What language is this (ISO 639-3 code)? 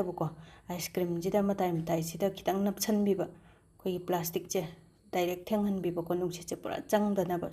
mni